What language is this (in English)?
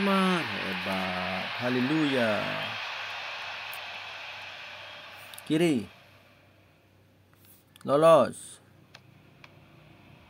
Indonesian